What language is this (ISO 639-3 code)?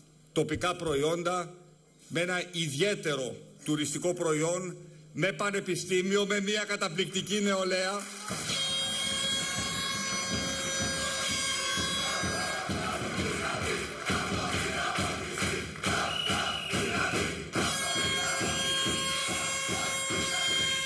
ell